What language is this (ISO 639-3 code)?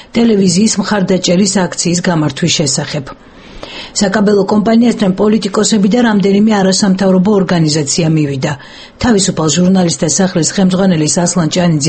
kat